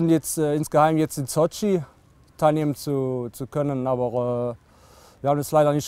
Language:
German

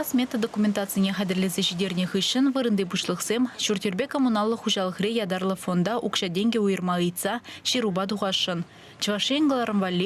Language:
Chuvash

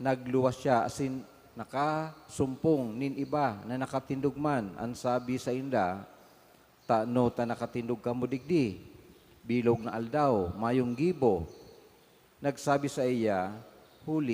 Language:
Bikol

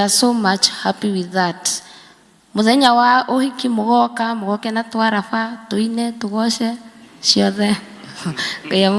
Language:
Kikuyu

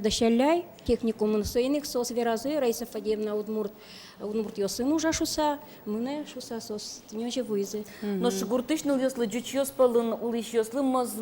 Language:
Udmurt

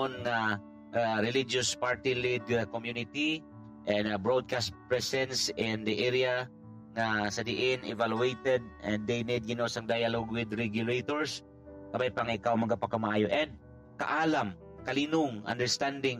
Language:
Hiligaynon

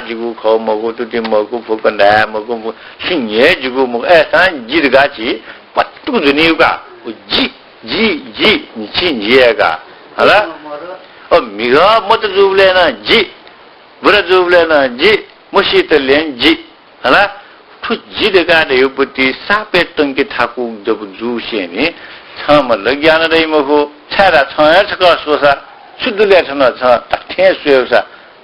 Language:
Newari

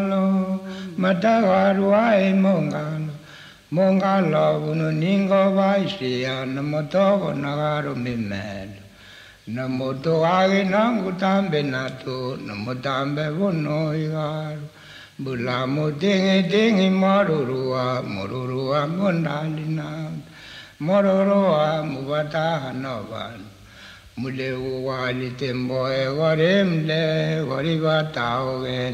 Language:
Galician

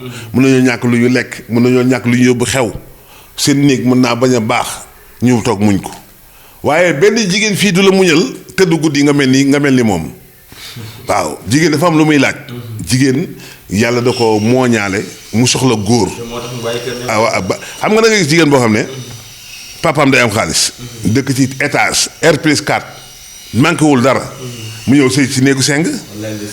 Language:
Wolof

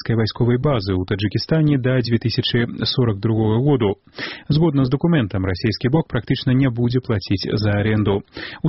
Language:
Belarusian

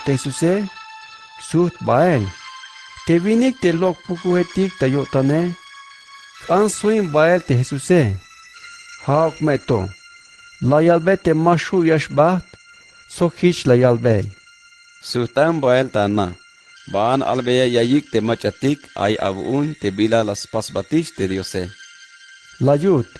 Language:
Tzeltal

